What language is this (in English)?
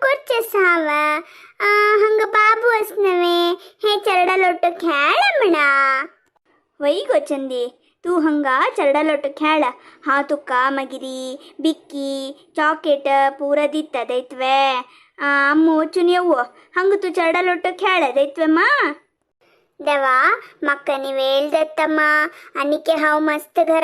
Konkani